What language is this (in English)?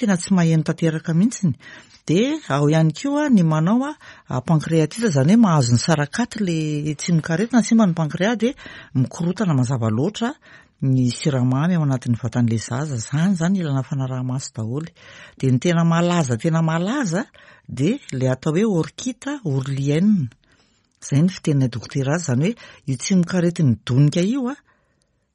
Malagasy